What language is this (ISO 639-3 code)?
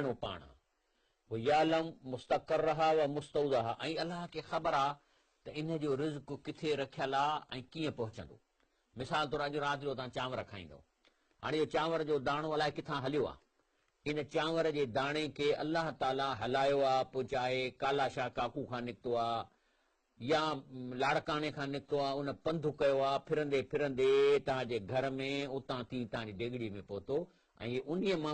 snd